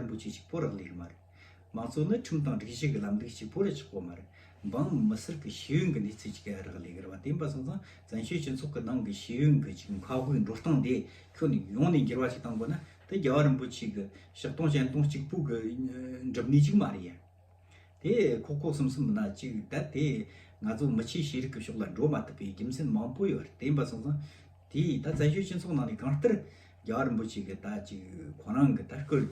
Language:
Tibetan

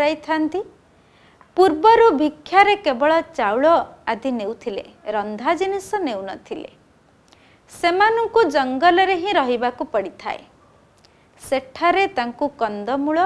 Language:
Odia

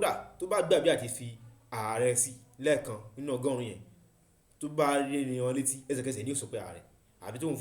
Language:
Yoruba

